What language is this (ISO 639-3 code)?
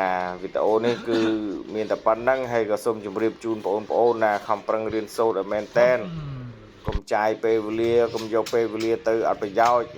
khm